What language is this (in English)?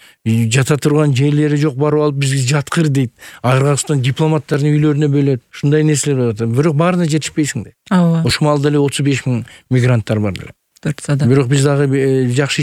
Kyrgyz